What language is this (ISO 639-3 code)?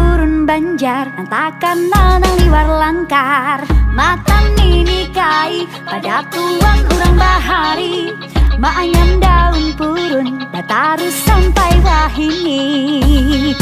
bjn